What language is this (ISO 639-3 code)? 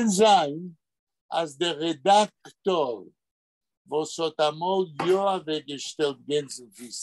yid